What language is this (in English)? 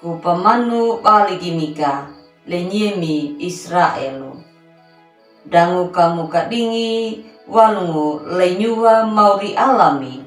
Anakalangu